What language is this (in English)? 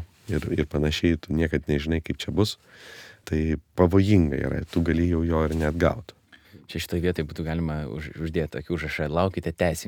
Lithuanian